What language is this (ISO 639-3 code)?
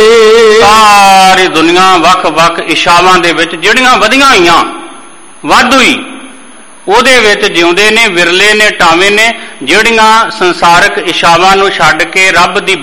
pan